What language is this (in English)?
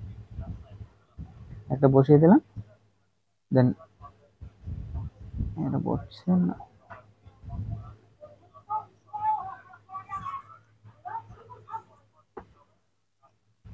Bangla